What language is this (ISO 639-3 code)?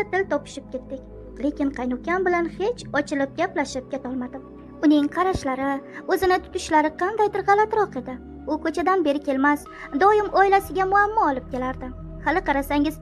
uzb